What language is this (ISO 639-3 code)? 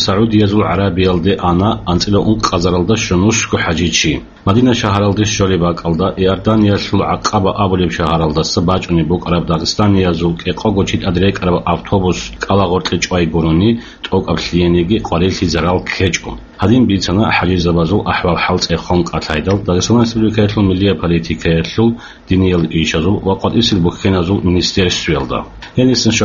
ava